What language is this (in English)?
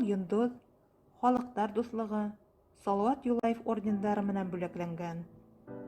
Bashkir